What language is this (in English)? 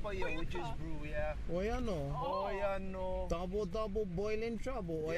Hawaiian